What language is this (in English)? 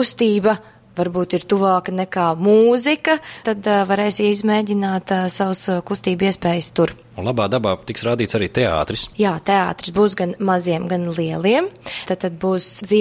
Latvian